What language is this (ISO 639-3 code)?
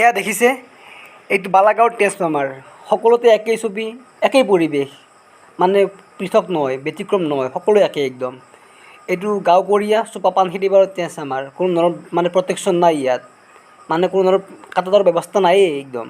asm